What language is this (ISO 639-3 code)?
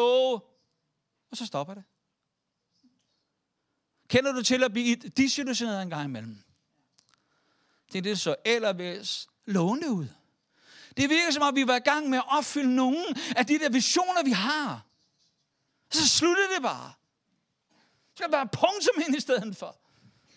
dan